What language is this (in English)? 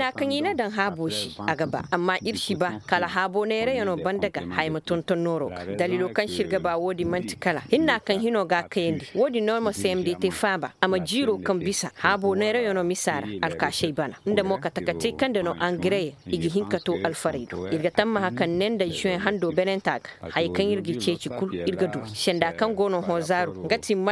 Koyraboro Senni